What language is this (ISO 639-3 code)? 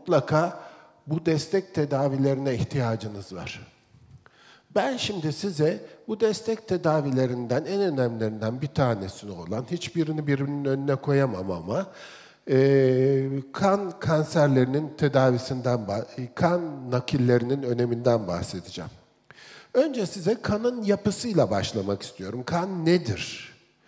tur